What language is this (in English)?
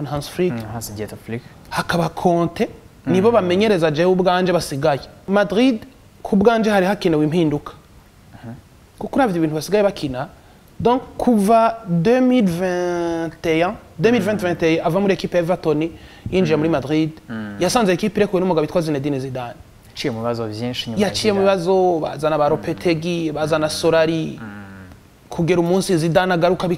Rundi